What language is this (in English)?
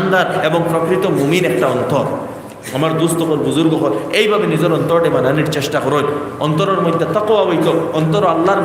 Sylheti